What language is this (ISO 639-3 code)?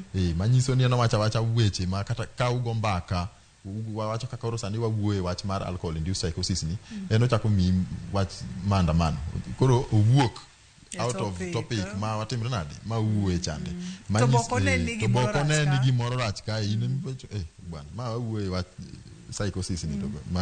luo